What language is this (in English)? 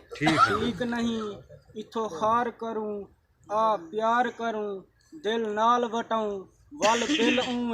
Saraiki